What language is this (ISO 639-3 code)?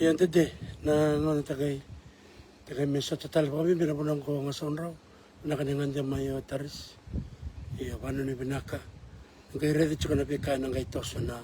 fij